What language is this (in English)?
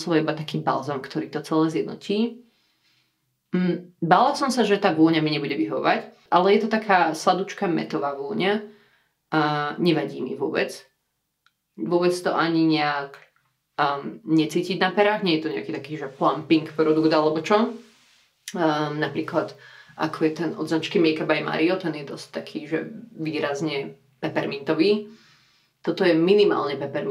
Slovak